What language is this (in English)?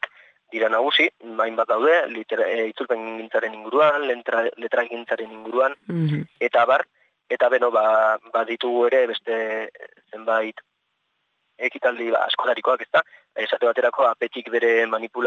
Basque